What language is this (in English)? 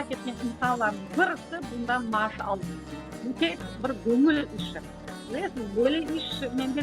Crimean Tatar